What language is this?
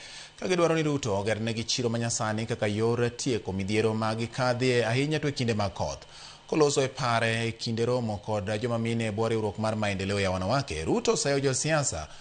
Luo (Kenya and Tanzania)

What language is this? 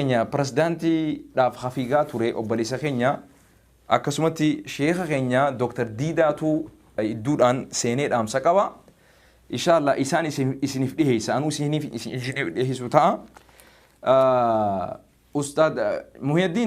Oromo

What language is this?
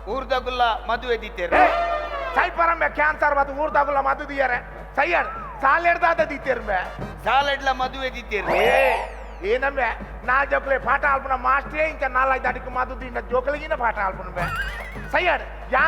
Tulu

